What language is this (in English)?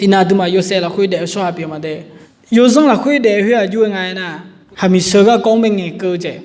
Akha